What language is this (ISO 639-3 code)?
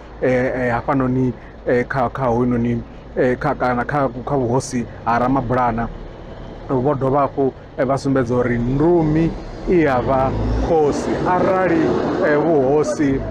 ven